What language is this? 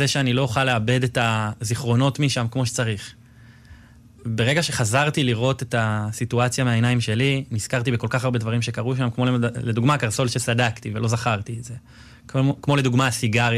Hebrew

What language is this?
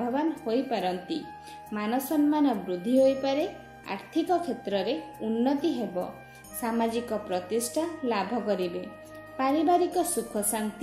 Odia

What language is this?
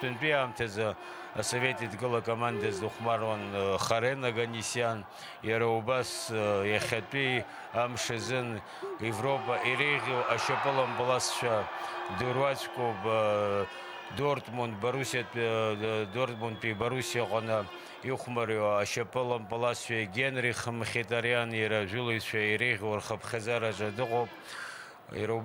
Abkhazian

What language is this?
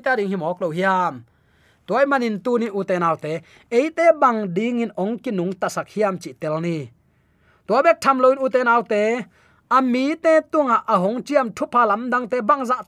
Tedim Chin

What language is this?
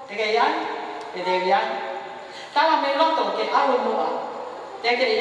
Tongan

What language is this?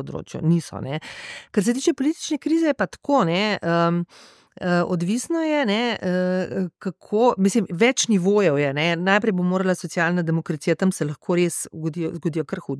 Slovenian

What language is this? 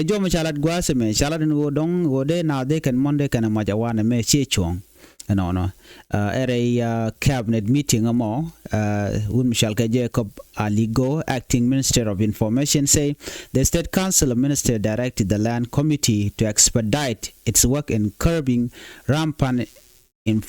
Nuer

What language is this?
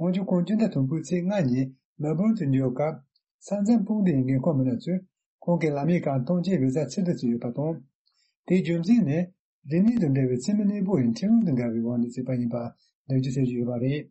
Tibetan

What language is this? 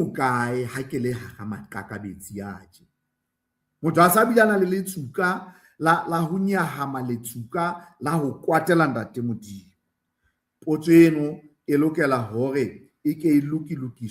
Southern Sotho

